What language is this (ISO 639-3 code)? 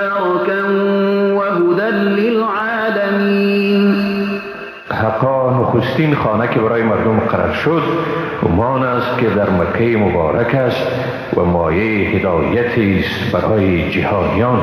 fas